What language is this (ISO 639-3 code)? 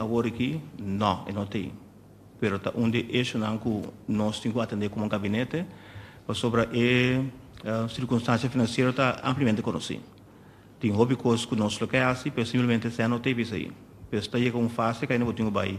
pap